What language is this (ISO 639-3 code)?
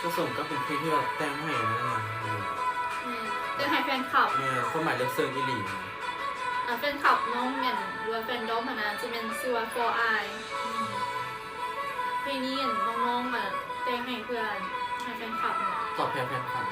lao